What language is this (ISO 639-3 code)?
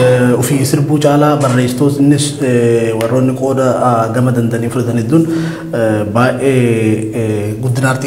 orm